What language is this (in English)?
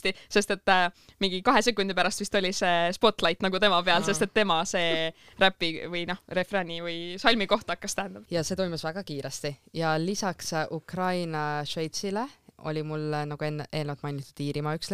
Estonian